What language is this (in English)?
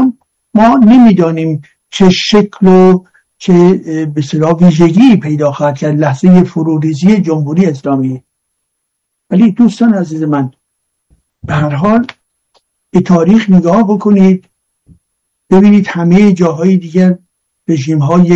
Persian